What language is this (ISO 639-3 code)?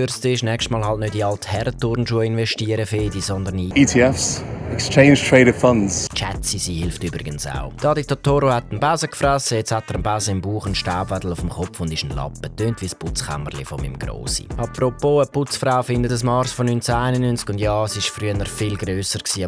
gsw